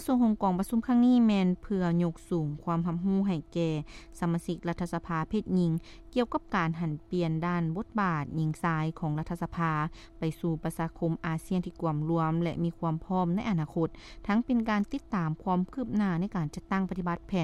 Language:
Lao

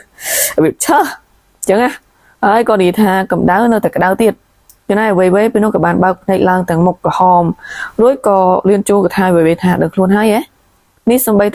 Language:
Khmer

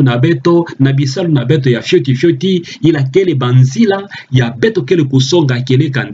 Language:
Kituba (Democratic Republic of Congo)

